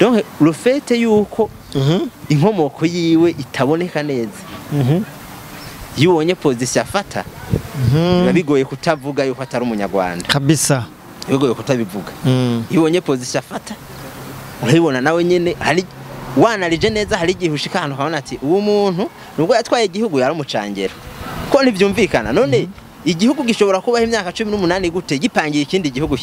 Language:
Rundi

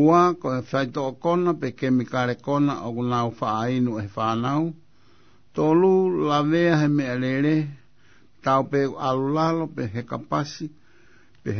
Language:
Tongan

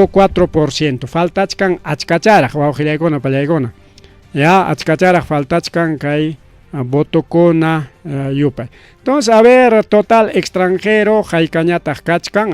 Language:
Ayacucho Quechua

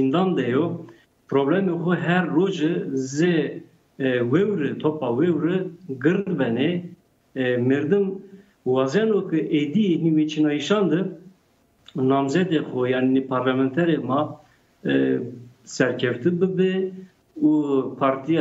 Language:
Zaza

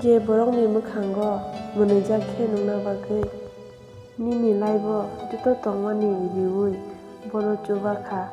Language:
Kok Borok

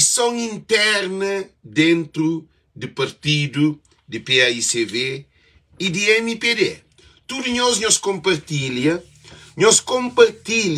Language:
Kabuverdianu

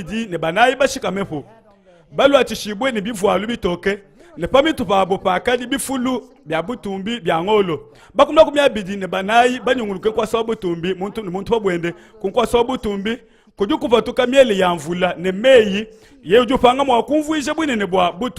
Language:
Luba-Lulua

